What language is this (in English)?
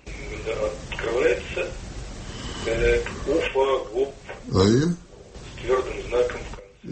Tatar